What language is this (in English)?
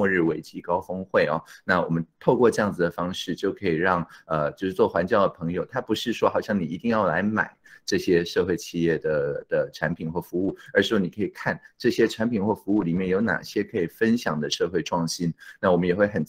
Chinese